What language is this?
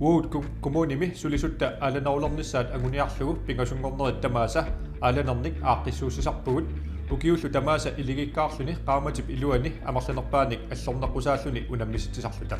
Kalaallisut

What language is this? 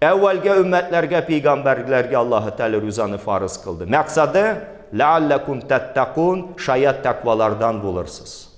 Tatar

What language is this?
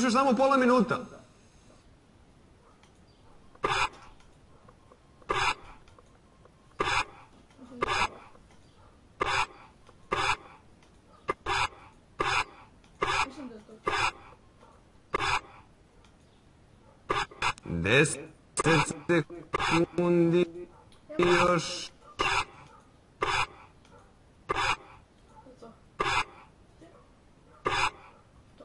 Serbian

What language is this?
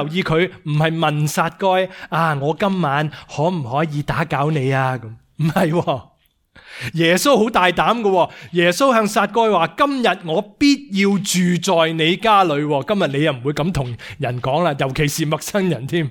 Cantonese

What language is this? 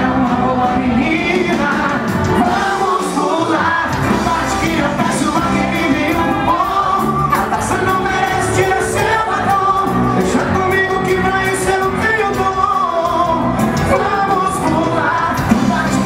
Portuguese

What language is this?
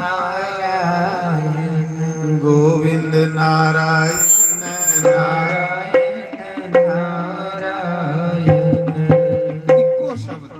Dogri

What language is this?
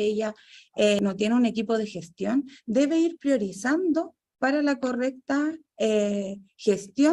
Spanish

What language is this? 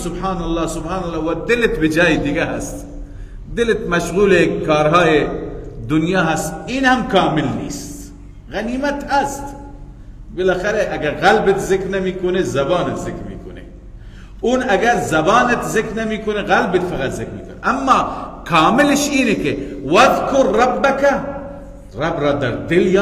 Persian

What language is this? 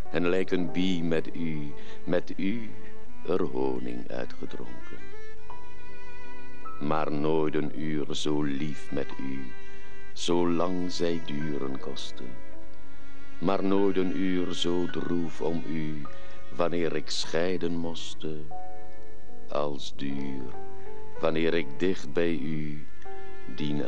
Dutch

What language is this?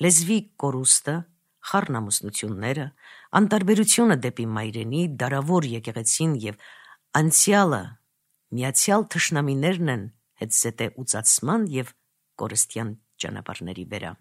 Armenian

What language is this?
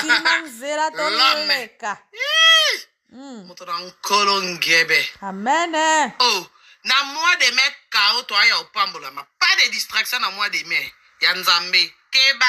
Lingala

